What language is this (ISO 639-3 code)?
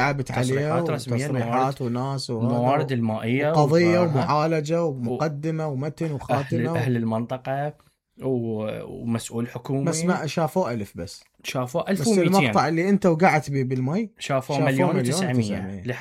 acm